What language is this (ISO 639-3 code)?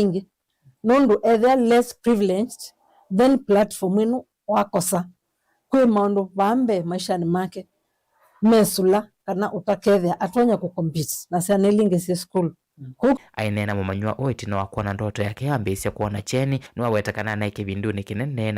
kam